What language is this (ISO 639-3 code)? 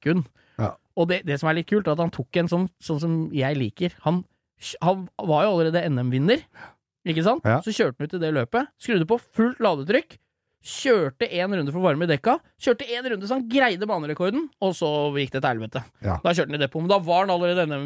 nor